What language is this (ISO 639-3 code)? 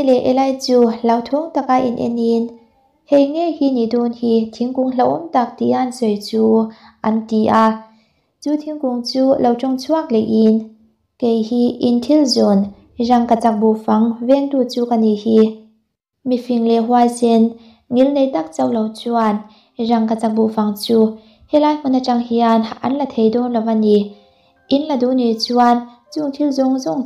lus